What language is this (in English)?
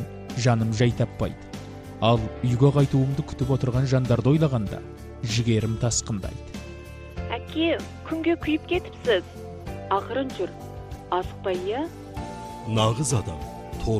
Kazakh